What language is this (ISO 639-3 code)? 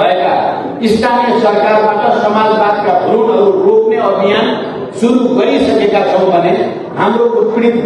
nep